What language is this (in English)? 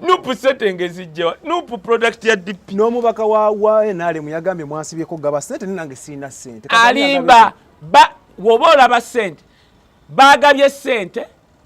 Ganda